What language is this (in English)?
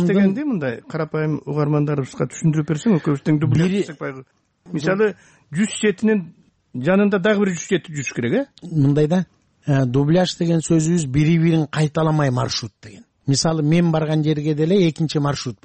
Kyrgyz